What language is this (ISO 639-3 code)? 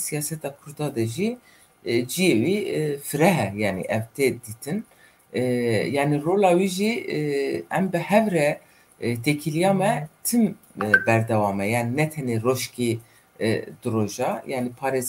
kur